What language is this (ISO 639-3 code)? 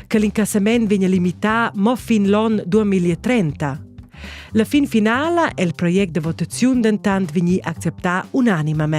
roh